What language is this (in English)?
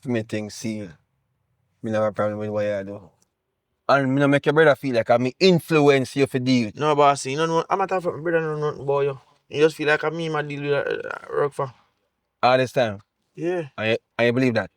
Jamaican Creole English